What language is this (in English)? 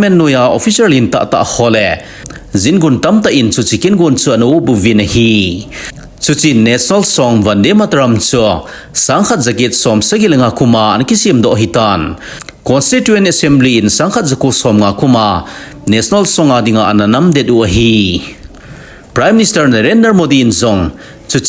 Thado Chin